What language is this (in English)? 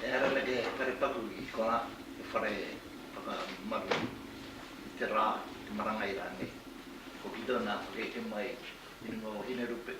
Māori